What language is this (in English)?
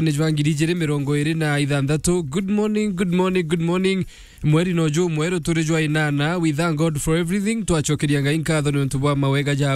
Meru